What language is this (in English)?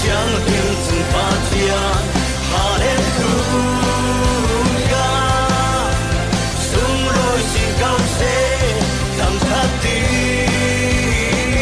Falam Chin